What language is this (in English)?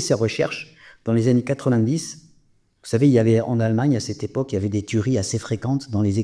French